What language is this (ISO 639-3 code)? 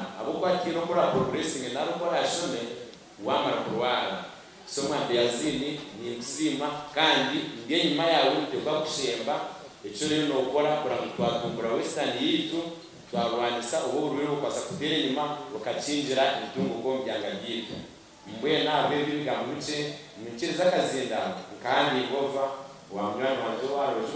nyn